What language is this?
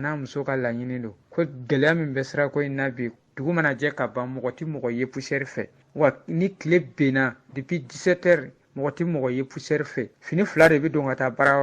Bambara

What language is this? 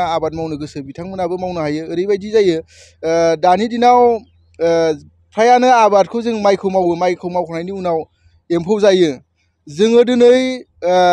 Bodo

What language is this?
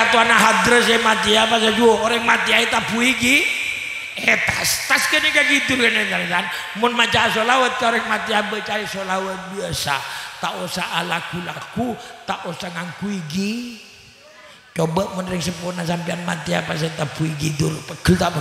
Madurese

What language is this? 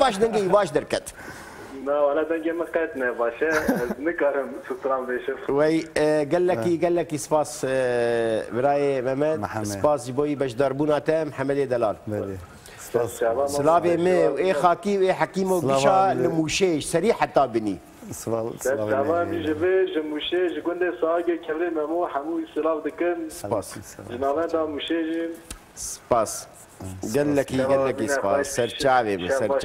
Kurdish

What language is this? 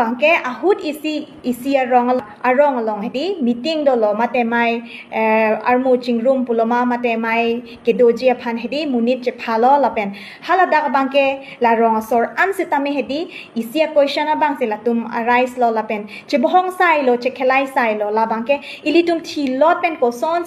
Karbi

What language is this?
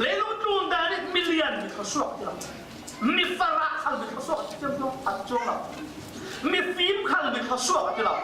Falam Chin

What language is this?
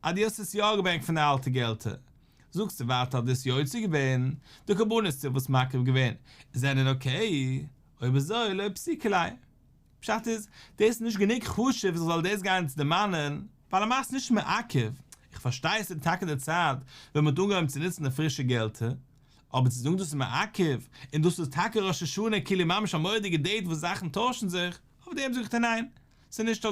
Yiddish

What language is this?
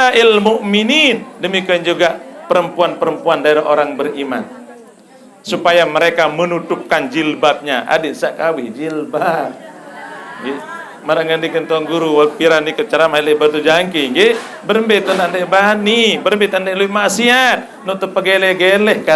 Sasak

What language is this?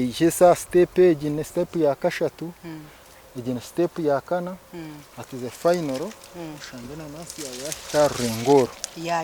Nyankole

